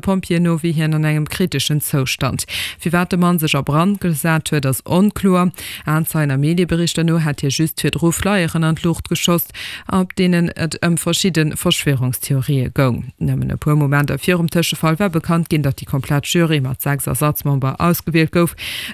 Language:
Luxembourgish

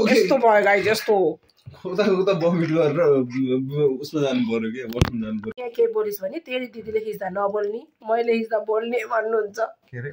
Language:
Nepali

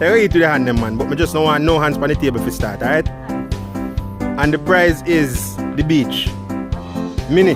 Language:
Jamaican Creole English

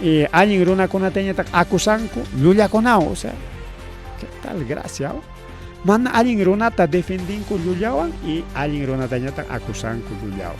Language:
Ayacucho Quechua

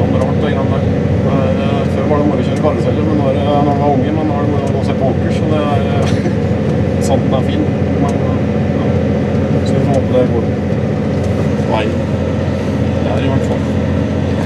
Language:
Norwegian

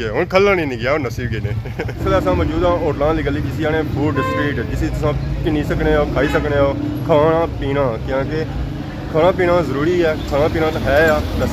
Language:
Pahari-Potwari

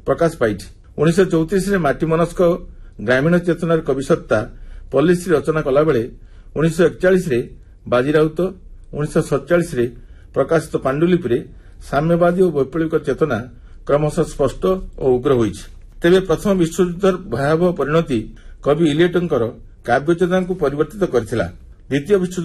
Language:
Odia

